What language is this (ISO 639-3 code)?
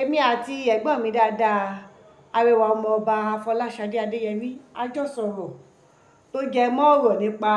yor